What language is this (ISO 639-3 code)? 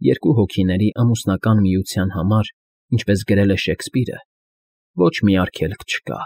hye